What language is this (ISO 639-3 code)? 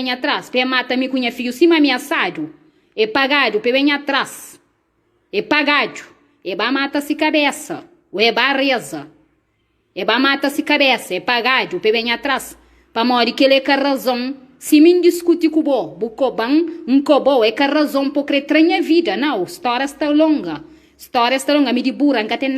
kea